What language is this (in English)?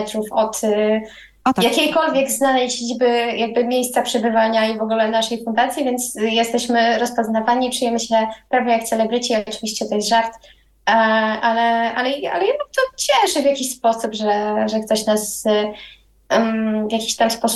Polish